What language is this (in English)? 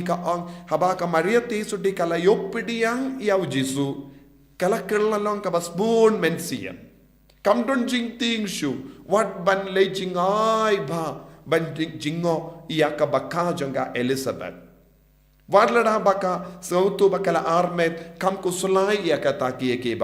Khasi